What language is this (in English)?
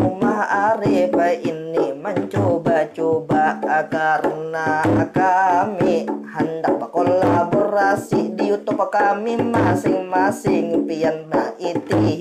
Banjar